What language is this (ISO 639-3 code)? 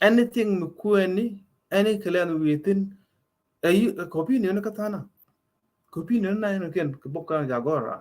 nus